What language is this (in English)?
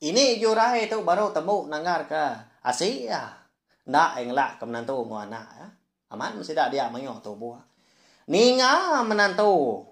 Iban